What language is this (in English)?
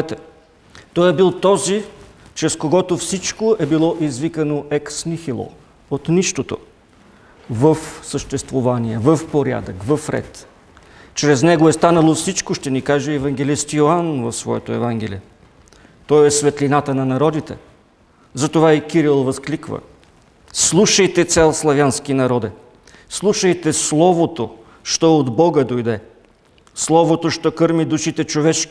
Bulgarian